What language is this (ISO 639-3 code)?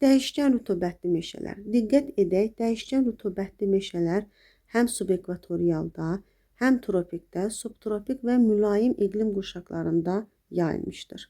aze